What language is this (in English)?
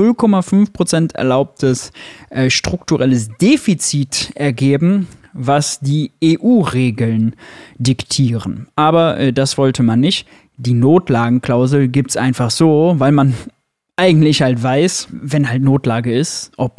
German